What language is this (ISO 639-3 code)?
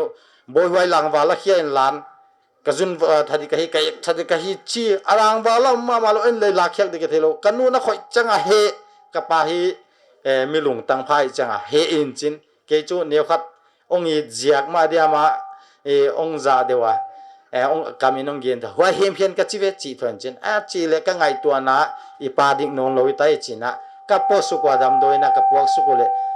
pck